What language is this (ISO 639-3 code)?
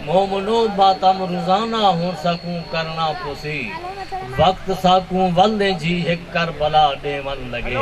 skr